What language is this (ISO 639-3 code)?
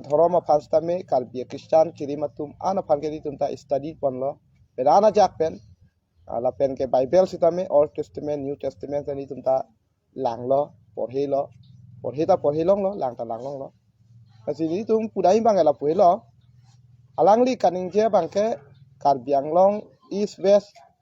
mjw